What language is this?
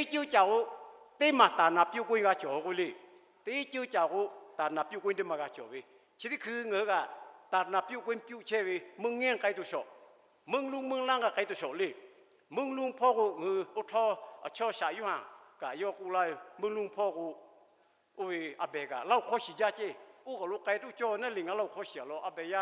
Lahu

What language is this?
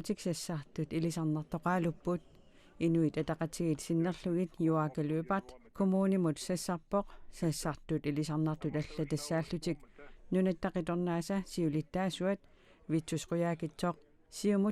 Kalaallisut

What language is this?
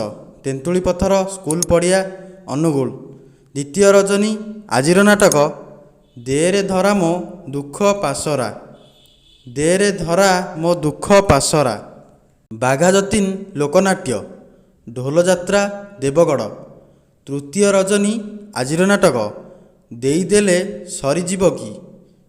Odia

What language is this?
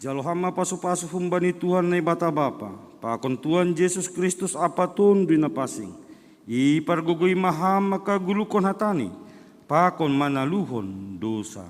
Batak Simalungun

